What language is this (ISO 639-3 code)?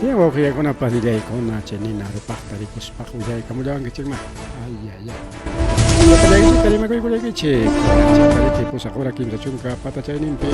quy